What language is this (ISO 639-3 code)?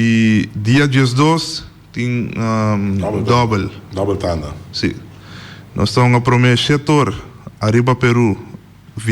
pap